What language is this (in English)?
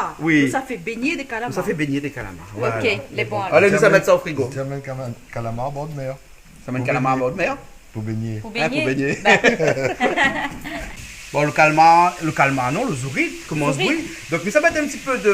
Réunion Creole French